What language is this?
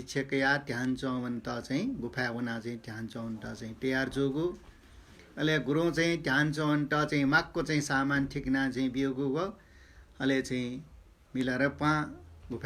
Newari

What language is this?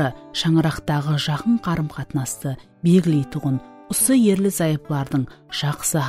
Kara-Kalpak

